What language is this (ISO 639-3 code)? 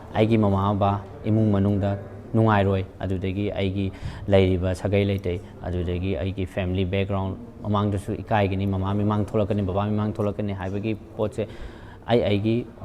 mni